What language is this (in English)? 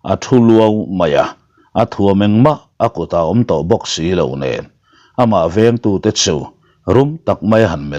Mizo